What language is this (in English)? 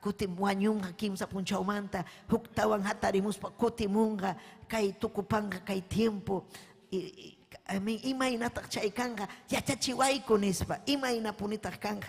Ayacucho Quechua